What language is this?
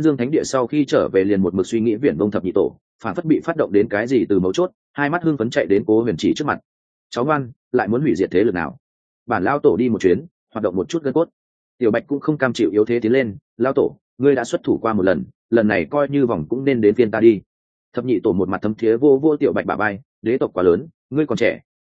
Vietnamese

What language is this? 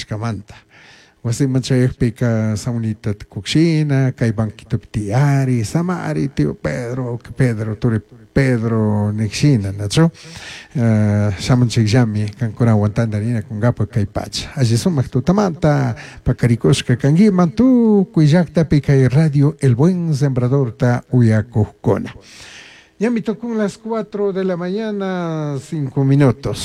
Chimborazo Highland Quichua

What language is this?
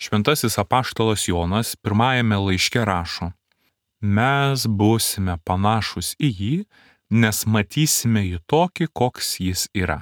Lithuanian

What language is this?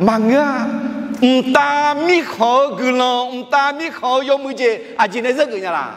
Akha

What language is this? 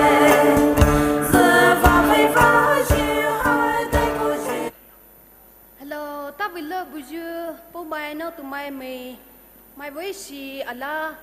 Poumei Naga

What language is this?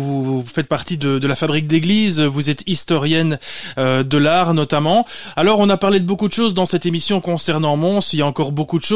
French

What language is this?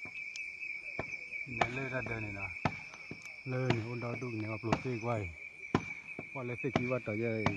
S'gaw Karen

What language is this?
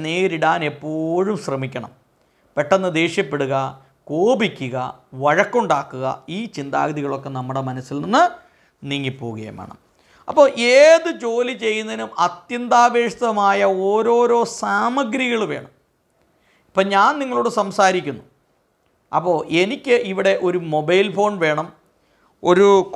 Malayalam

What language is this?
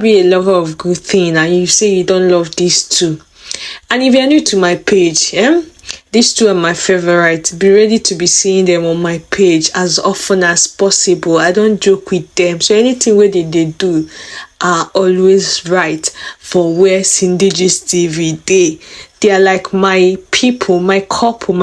Nigerian Pidgin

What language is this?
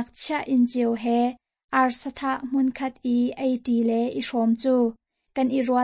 Hakha Chin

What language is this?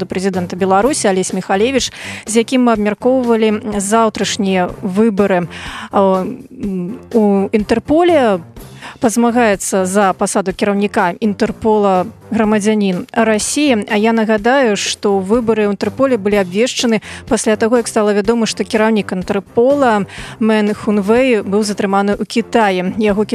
Belarusian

